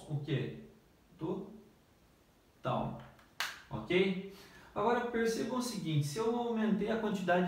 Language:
Portuguese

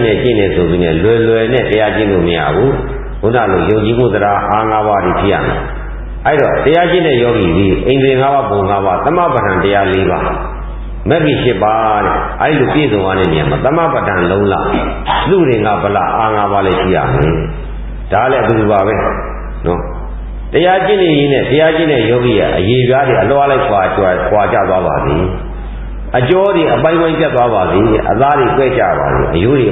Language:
Burmese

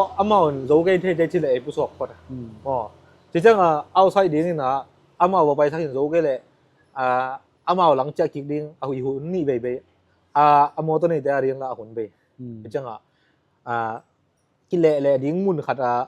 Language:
Tedim Chin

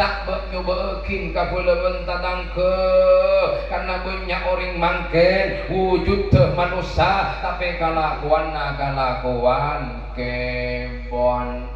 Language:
Madurese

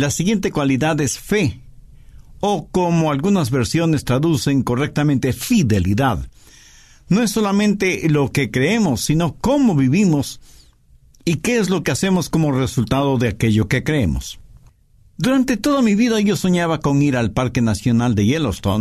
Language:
Spanish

